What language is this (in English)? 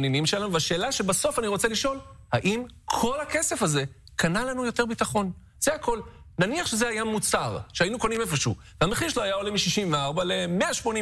Hebrew